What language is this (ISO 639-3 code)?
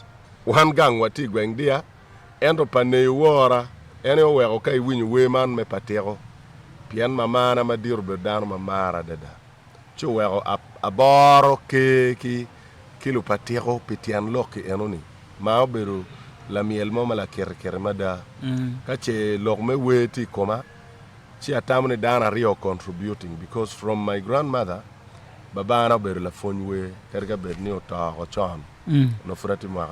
ach